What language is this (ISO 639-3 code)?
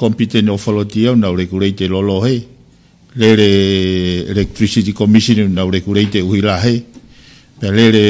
ton